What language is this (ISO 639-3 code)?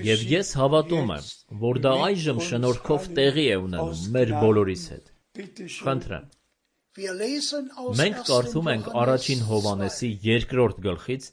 hye